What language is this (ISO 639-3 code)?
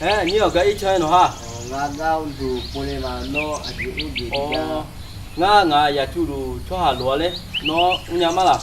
ahk